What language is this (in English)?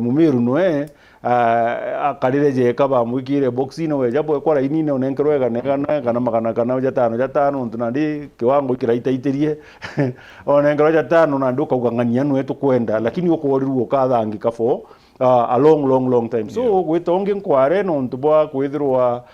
Meru